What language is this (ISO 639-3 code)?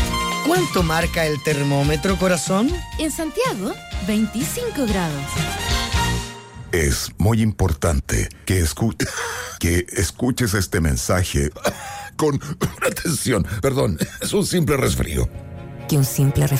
spa